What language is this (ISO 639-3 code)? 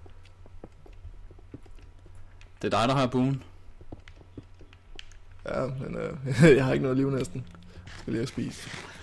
dan